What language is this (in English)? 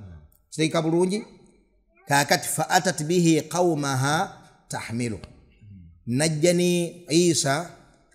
Ganda